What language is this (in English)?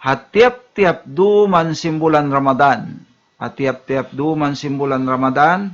Tausug